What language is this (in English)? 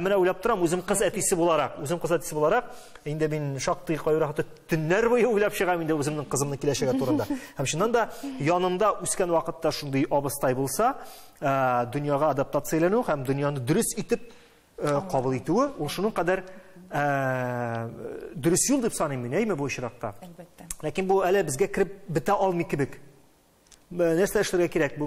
Tatar